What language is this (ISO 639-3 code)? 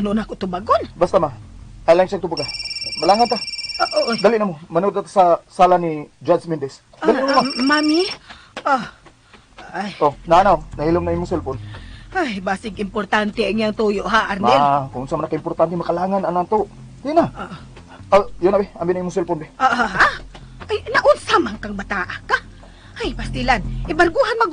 ceb